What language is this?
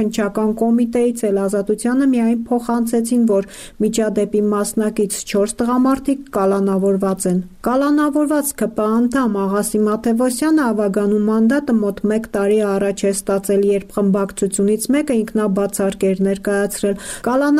Armenian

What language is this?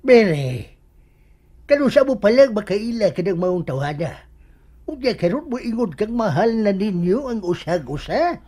Cebuano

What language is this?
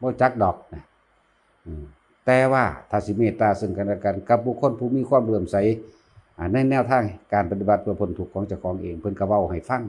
Lao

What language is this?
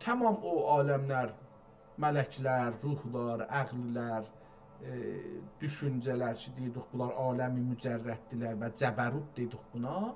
South Azerbaijani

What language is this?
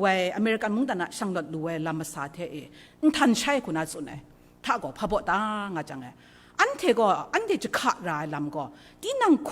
Kachin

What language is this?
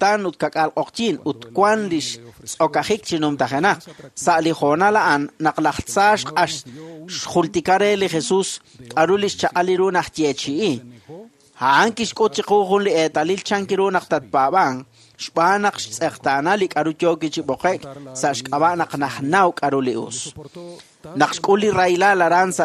Kekchí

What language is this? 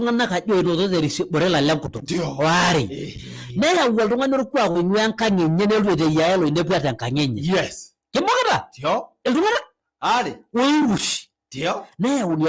Masai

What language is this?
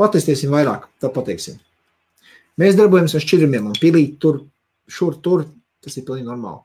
Latvian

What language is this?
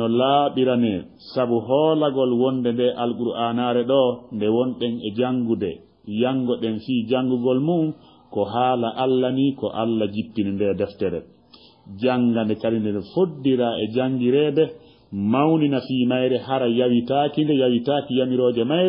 Fula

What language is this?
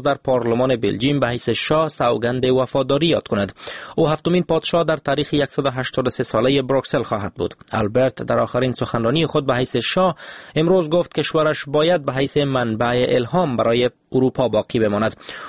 Persian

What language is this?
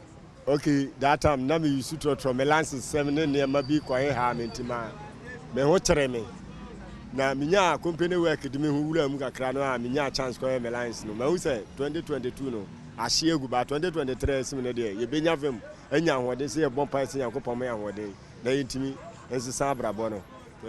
Akan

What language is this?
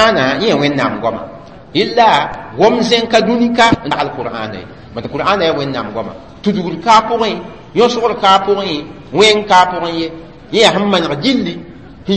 Mossi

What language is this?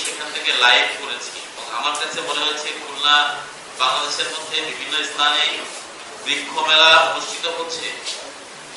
Bangla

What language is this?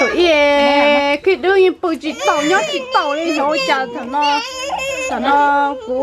Hmong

